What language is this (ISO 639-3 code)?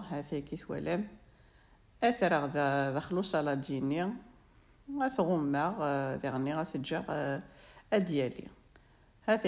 kab